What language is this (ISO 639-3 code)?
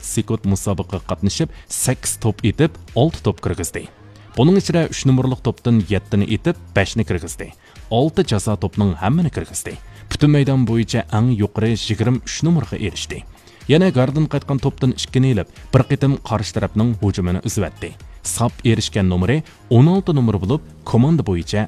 uig